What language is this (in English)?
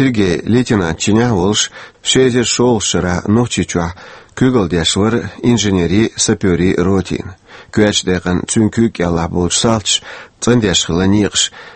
Chechen